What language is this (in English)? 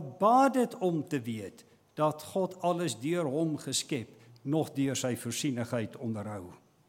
Afrikaans